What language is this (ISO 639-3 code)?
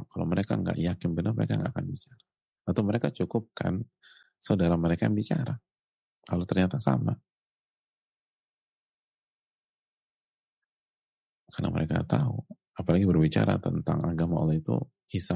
ind